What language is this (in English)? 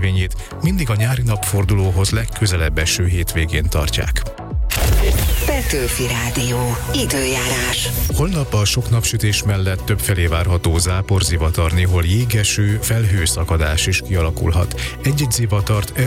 Hungarian